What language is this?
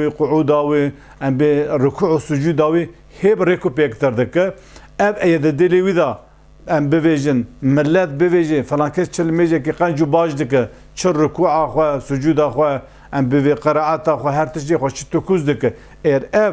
Kurdish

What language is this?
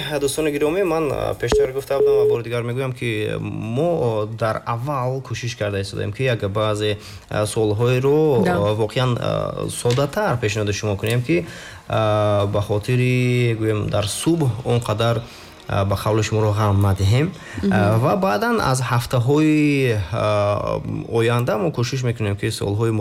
Tajik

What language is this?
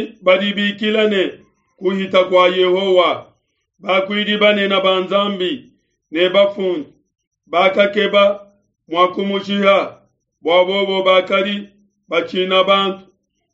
Luba-Lulua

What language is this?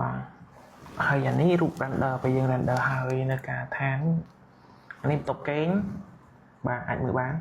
Khmer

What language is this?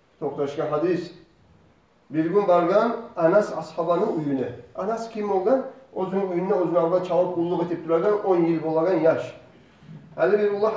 Kumyk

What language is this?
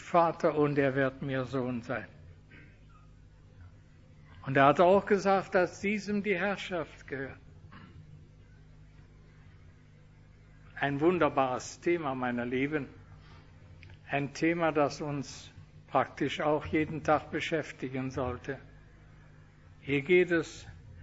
German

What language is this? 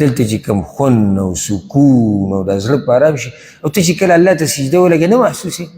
Pashto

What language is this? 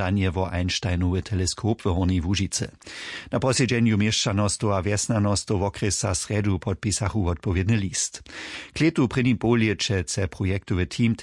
Upper Sorbian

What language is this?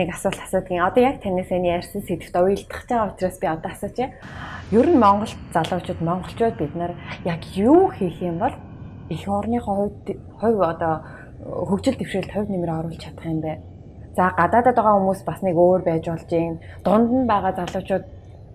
Mongolian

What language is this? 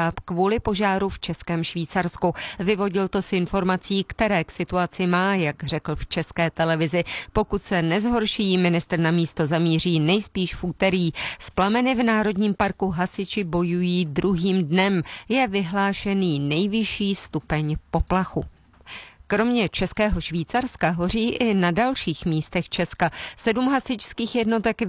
Czech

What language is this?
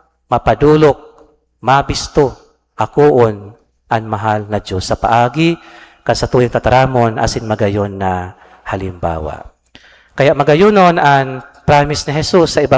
Bikol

